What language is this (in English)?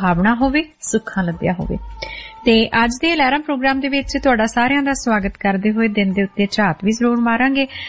Punjabi